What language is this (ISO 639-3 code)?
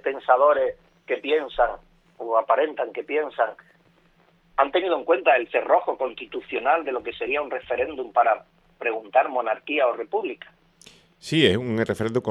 spa